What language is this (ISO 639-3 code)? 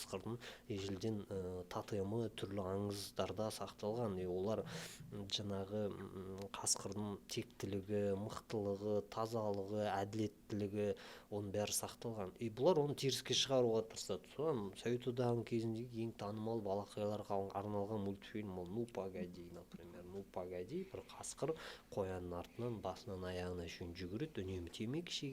kaz